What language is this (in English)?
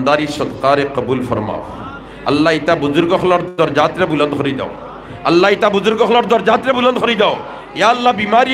Sylheti